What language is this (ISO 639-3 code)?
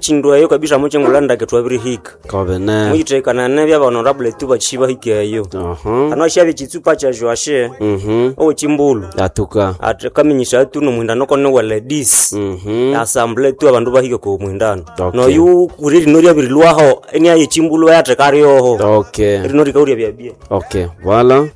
nnb